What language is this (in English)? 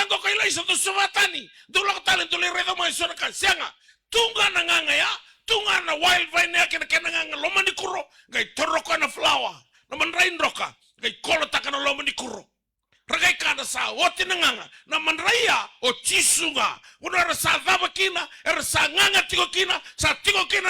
Fijian